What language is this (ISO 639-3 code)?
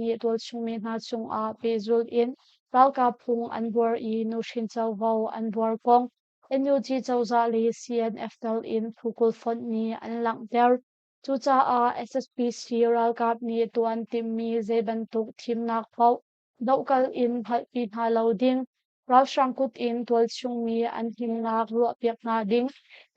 cnh